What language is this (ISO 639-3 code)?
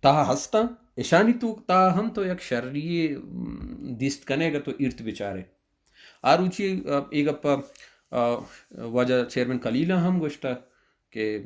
bal